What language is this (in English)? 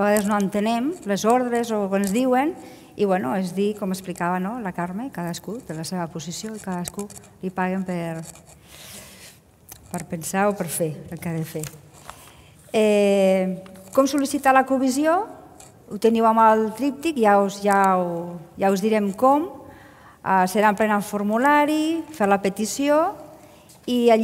Catalan